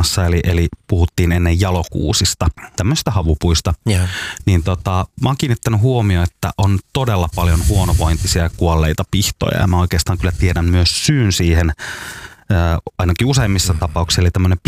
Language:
Finnish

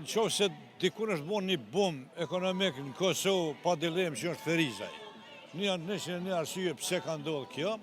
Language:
Albanian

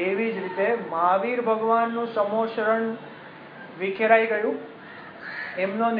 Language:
Gujarati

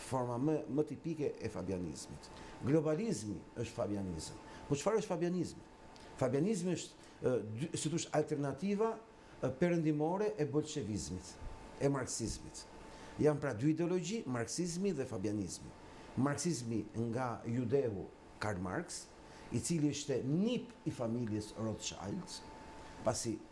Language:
Albanian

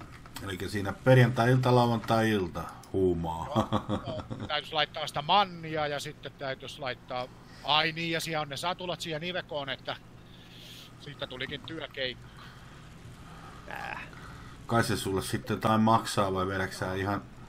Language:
Finnish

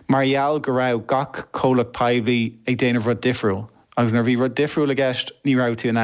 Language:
Irish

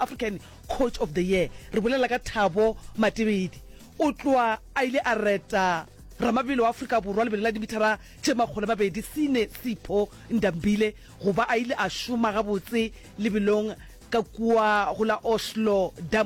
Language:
Northern Sotho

